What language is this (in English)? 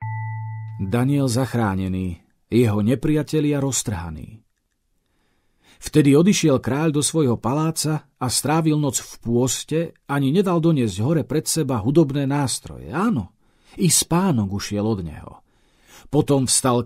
Slovak